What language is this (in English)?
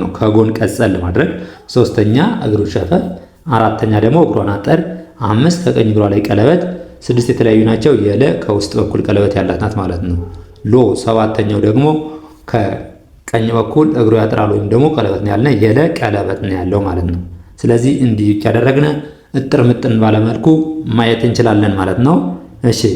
Amharic